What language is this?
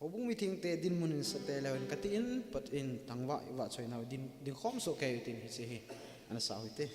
Thado Chin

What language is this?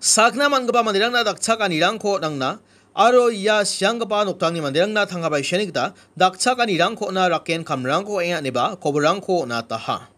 Garo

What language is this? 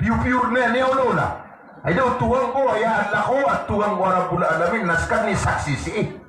Maranao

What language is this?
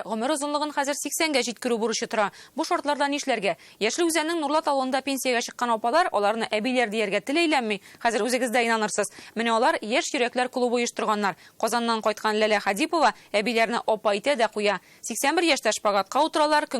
Tatar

